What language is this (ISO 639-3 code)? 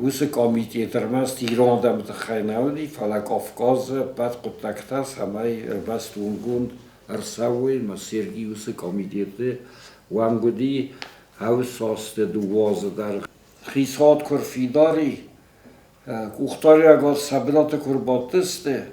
oss